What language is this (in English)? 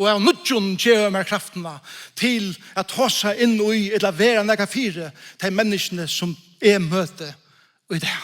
Faroese